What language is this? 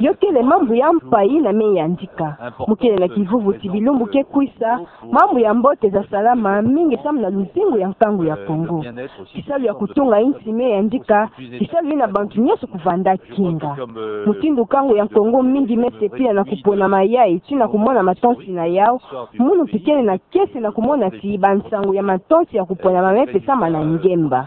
Kituba (Democratic Republic of Congo)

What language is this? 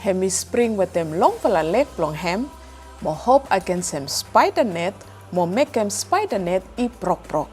Bislama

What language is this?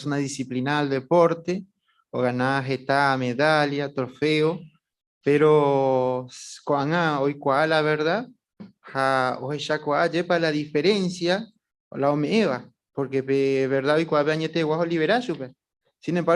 Guarani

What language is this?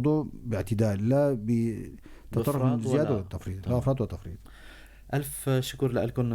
North Levantine Arabic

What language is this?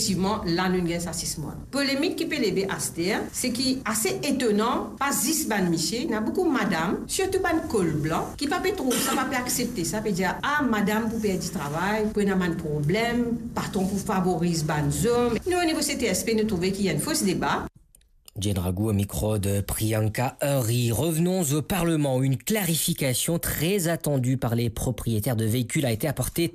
Morisyen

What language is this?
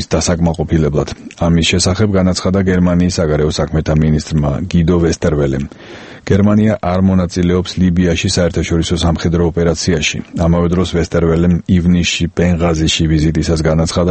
Georgian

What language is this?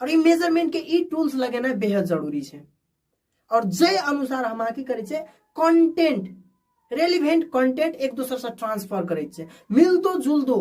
Maithili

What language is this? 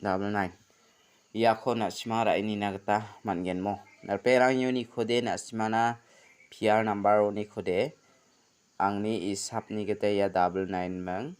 Garo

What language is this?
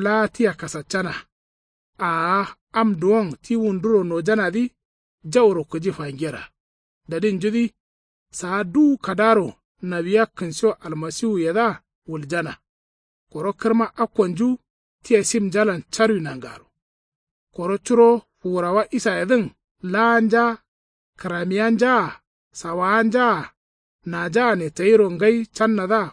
Kanuri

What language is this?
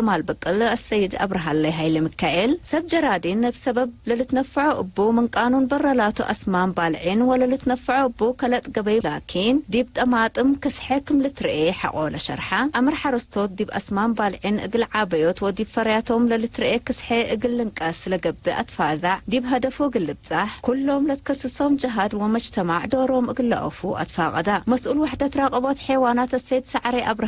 Tigre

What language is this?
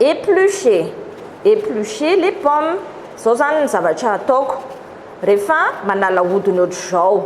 Malagasy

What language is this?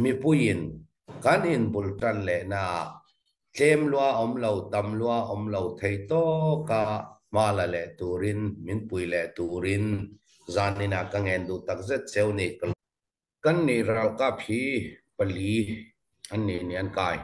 Falam Chin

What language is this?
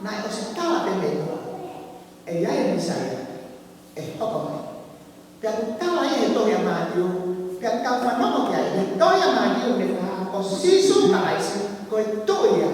Tongan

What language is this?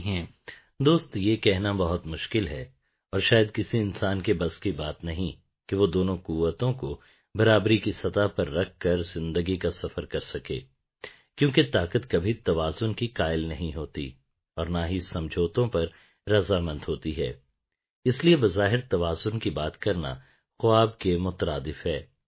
Urdu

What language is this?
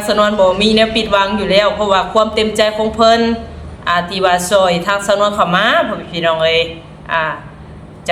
Lao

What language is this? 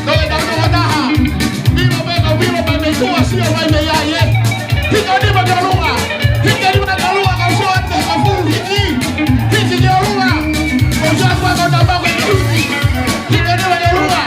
Tongan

